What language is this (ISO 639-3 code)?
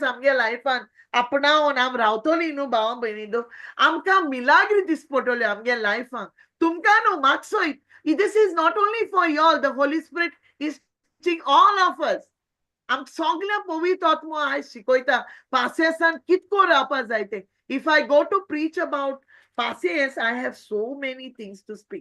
kok